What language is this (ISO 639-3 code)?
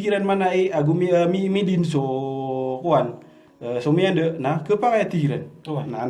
mrw